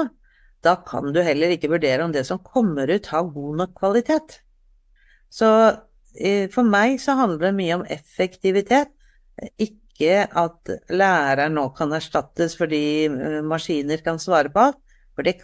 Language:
Norwegian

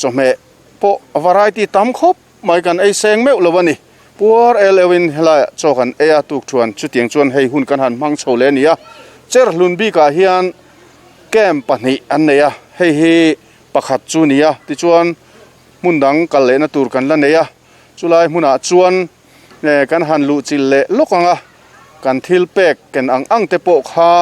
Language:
Mizo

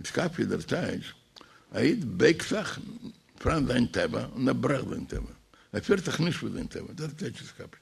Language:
Yiddish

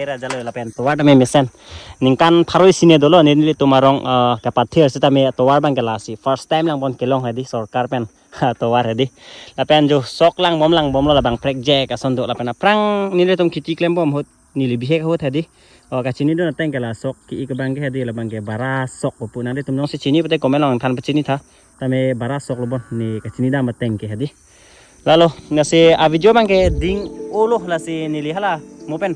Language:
Karbi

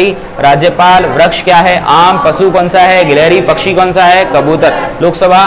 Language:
Hindi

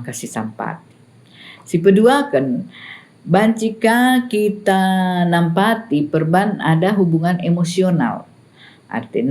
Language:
Batak Karo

